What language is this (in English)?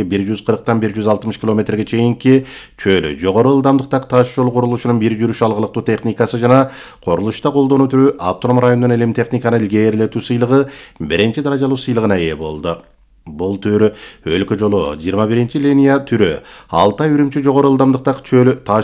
Kyrgyz